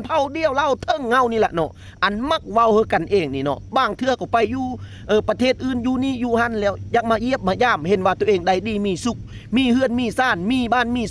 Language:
Lao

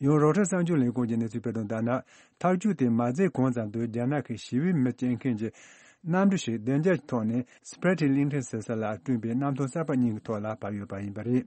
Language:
Tibetan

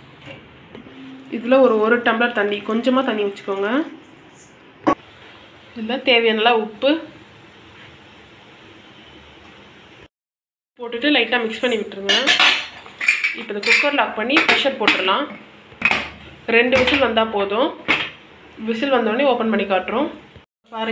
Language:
Tamil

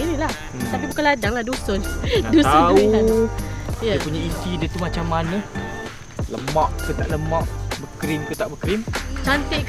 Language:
Malay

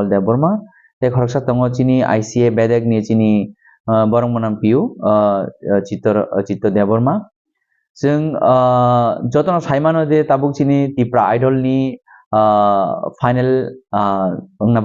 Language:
Kok Borok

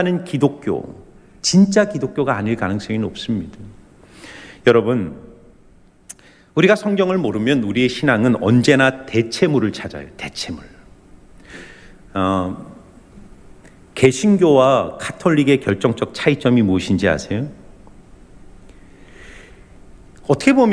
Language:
Korean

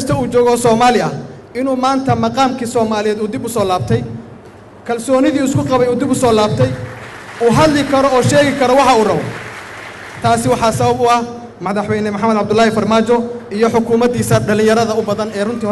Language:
Somali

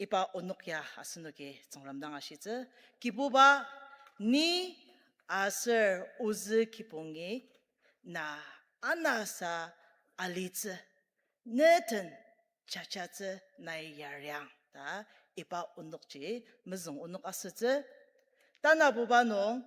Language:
Ao Naga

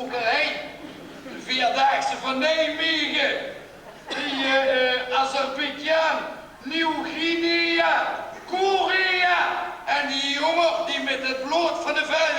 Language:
Limburgish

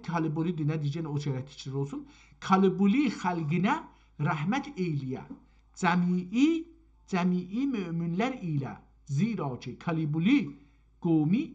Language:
South Azerbaijani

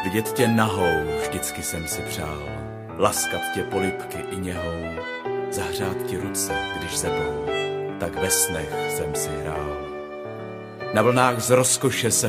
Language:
Czech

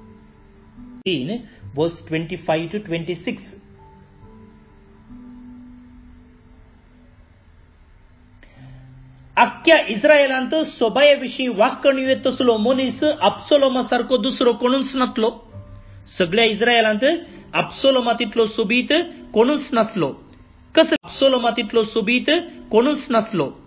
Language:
Konkani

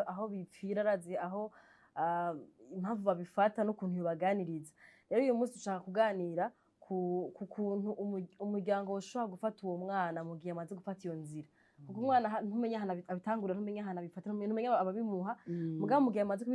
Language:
Rundi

